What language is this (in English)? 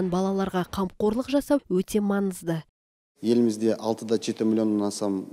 Kazakh